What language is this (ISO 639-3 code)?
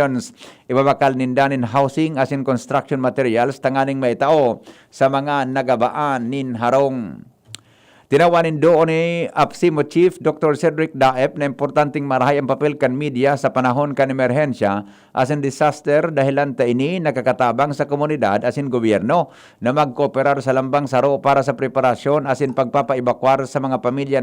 bik